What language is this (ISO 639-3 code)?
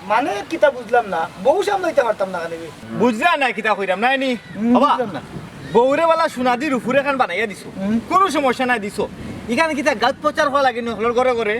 syl